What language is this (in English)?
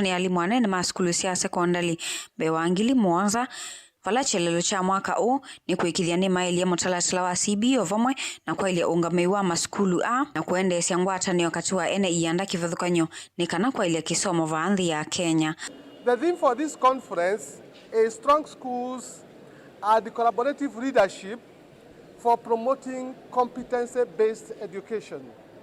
Kamba